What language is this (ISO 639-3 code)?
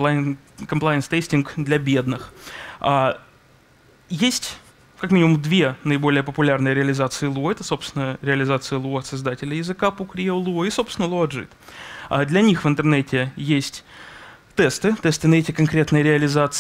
rus